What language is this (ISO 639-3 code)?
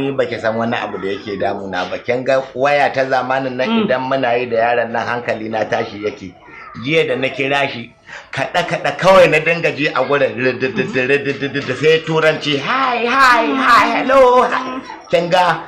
hau